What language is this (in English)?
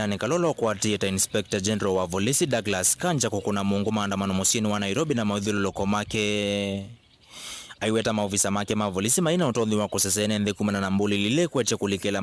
Kamba